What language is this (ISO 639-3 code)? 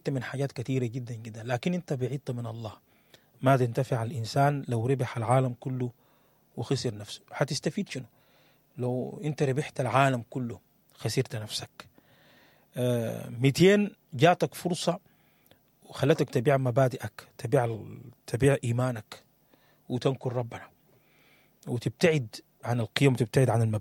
apd